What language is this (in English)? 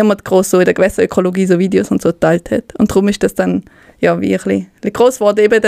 Swiss German